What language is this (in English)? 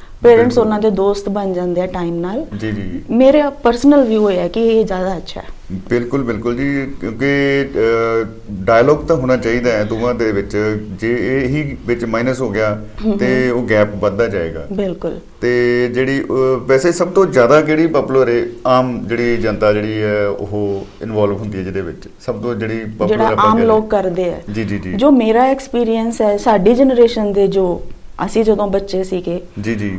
Punjabi